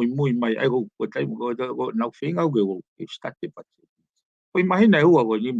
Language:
Tongan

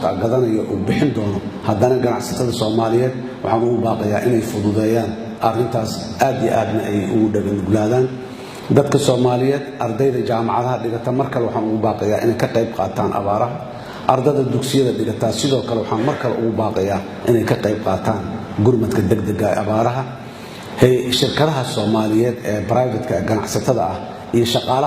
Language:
Somali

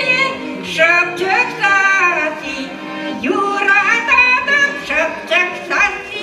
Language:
Chuvash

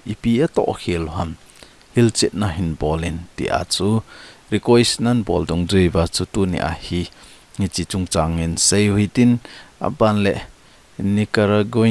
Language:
Thado Chin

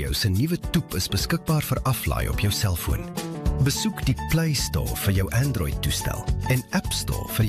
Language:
Afrikaans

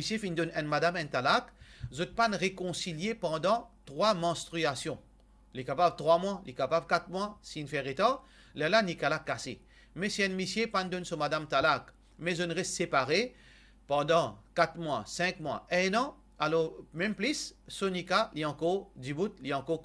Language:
Morisyen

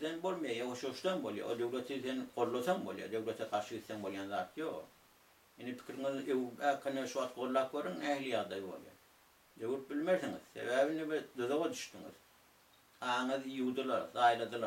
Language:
Turkmen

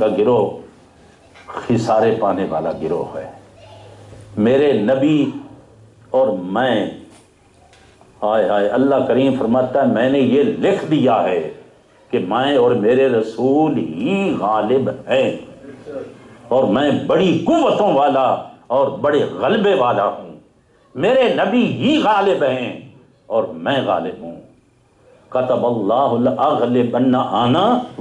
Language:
Urdu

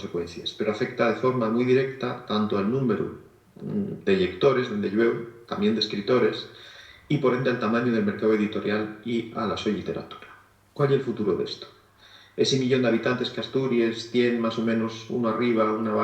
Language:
Asturian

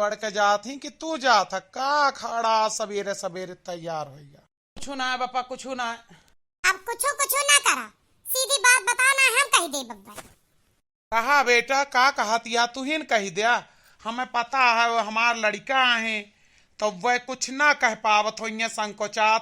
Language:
Awadhi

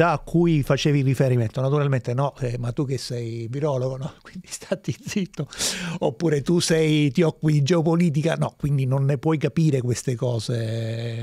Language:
Italian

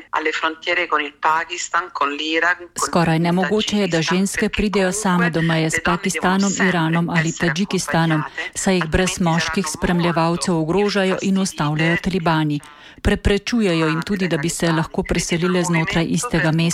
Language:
Slovenian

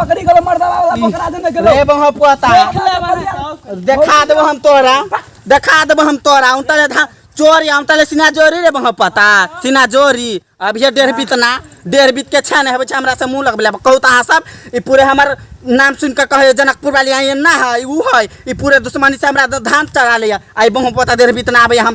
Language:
Maithili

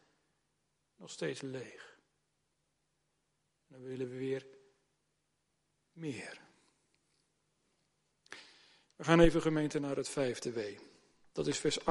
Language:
Dutch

